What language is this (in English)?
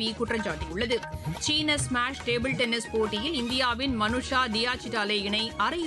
Tamil